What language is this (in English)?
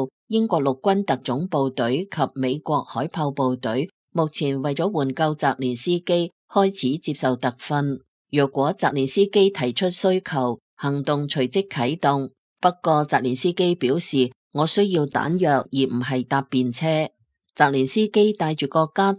Cantonese